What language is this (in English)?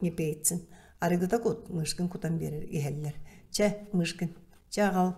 Yakut